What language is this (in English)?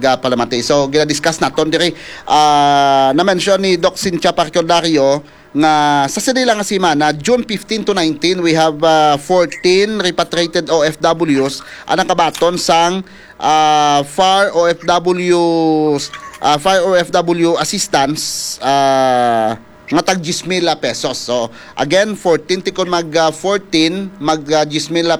Hiligaynon